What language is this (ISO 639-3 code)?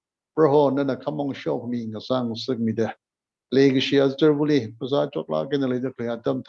nmf